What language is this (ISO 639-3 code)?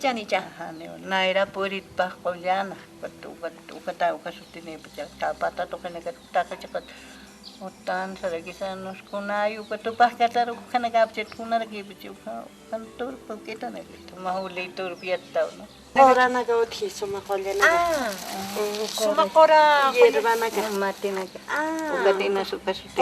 aym